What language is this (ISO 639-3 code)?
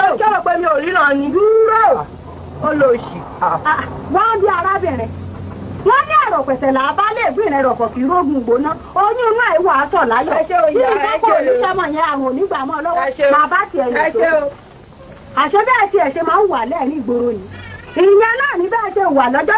yor